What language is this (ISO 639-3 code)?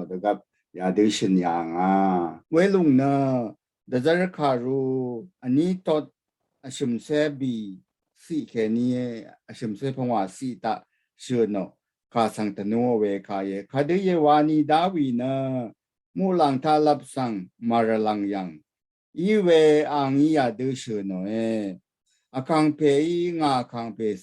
raw